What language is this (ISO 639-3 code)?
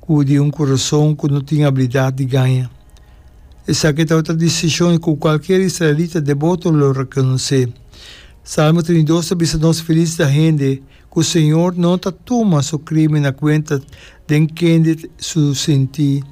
pap